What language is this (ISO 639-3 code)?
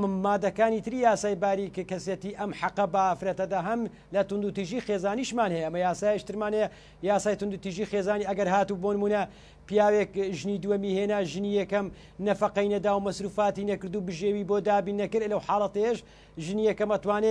ckb